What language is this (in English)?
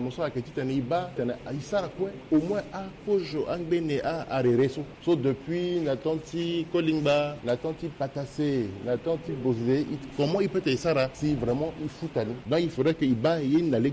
Sango